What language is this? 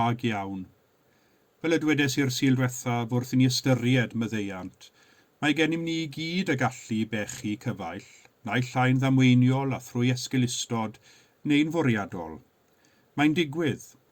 Welsh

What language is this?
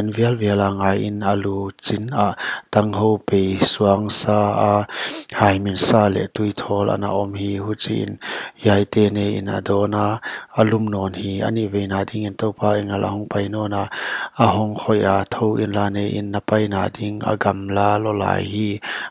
Paite Chin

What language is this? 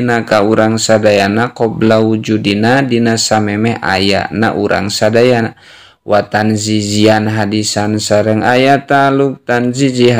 Sundanese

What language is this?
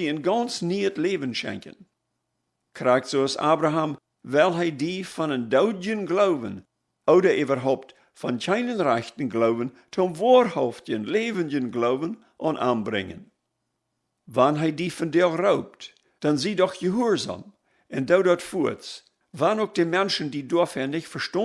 Plautdietsch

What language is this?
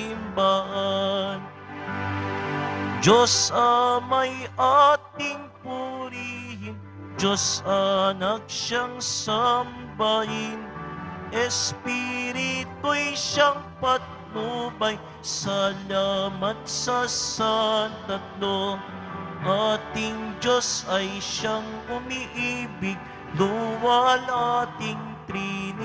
Filipino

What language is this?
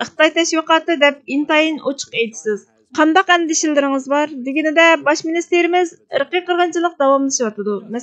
Uyghur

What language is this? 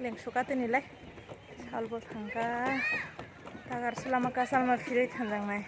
Kok Borok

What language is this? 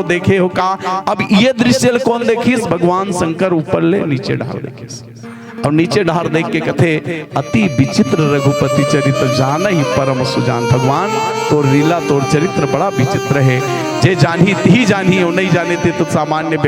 Chhattisgarhi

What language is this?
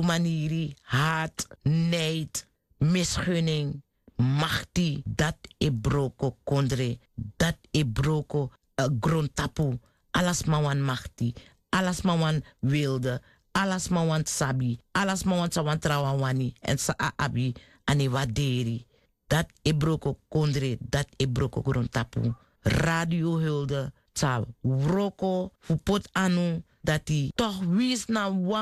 Sranan Tongo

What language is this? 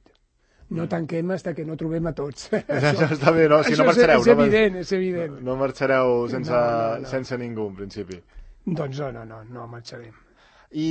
Catalan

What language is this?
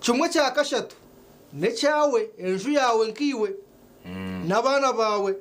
Nyankole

